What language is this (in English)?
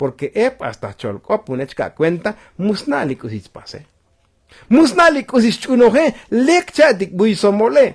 Tzotzil